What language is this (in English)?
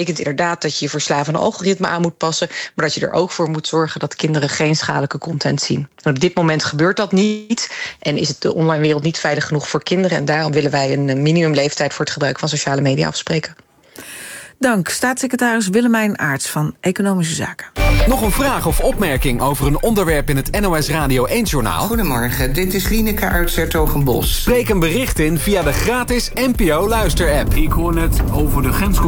Dutch